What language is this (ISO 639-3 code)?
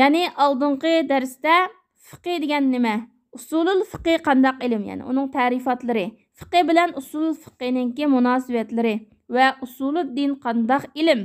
uig